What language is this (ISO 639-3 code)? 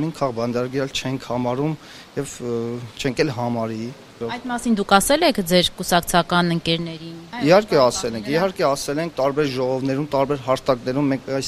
hye